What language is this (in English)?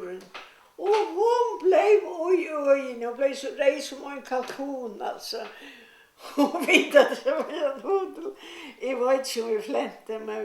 Faroese